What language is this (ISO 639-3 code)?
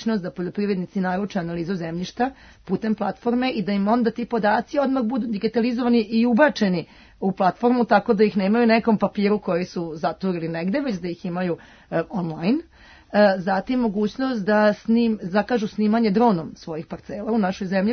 srp